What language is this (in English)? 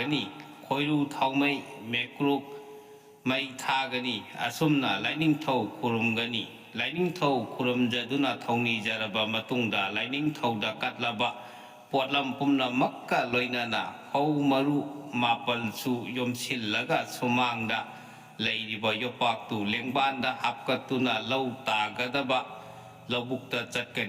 Manipuri